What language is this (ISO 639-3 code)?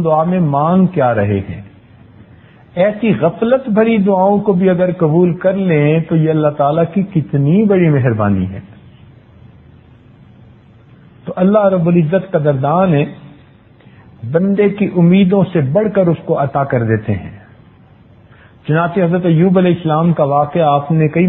urd